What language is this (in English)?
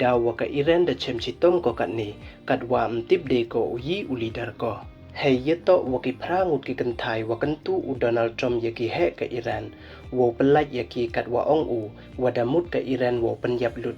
Pnar